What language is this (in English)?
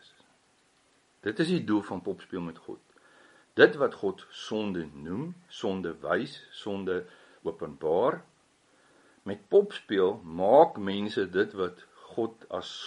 Afrikaans